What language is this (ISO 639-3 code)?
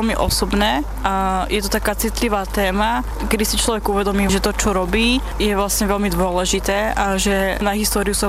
slk